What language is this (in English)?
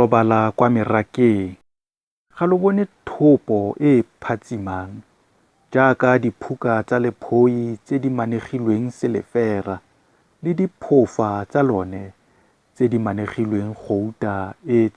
Tswana